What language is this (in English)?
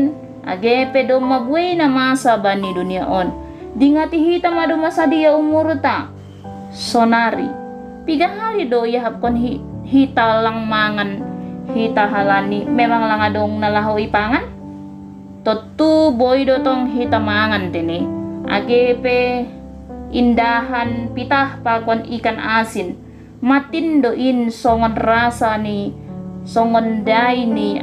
Batak Simalungun